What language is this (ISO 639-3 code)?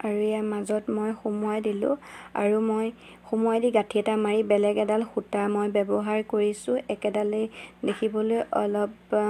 asm